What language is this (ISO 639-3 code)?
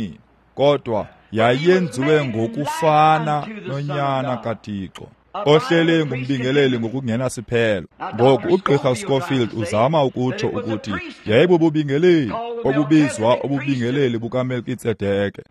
xho